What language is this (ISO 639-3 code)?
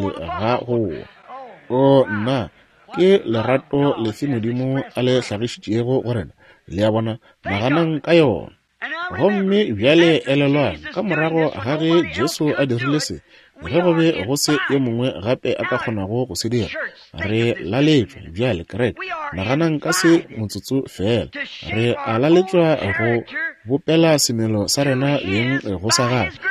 nso